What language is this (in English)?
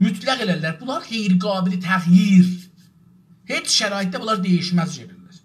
South Azerbaijani